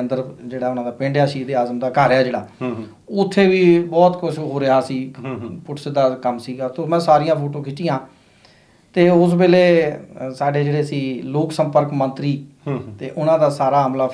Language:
Punjabi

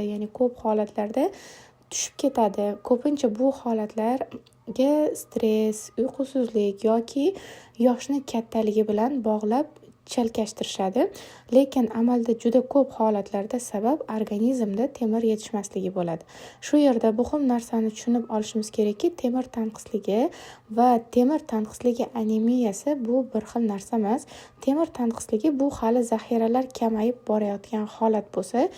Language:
Uzbek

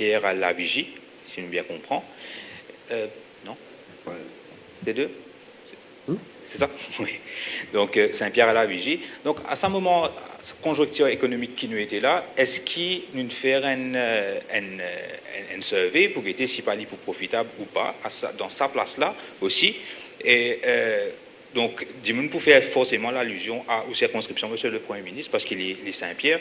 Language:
Morisyen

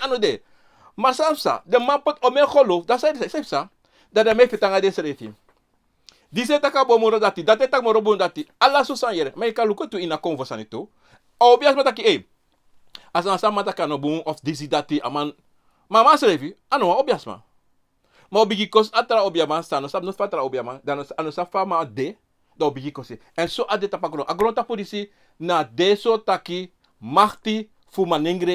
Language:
Sranan Tongo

